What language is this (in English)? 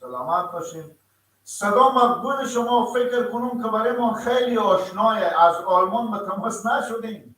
Persian